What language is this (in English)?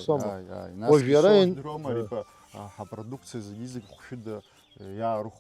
Abkhazian